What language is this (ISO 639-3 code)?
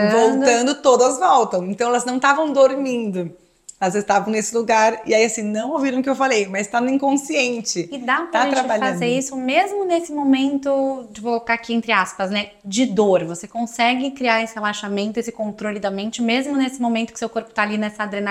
por